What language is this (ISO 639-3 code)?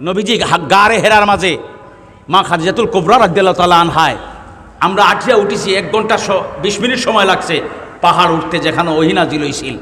syl